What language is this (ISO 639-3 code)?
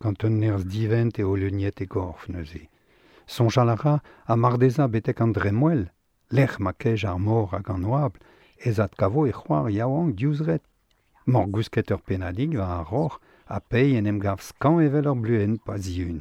bre